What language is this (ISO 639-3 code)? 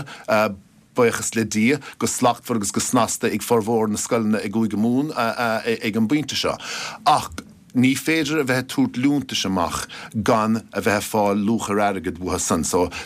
gle